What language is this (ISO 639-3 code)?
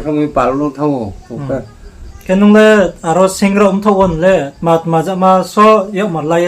ria